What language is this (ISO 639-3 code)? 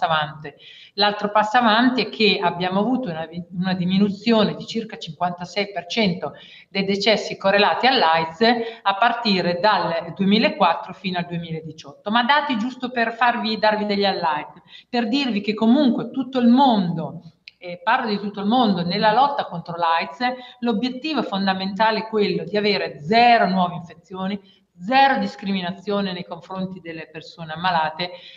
ita